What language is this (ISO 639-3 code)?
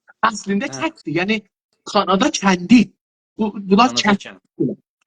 azb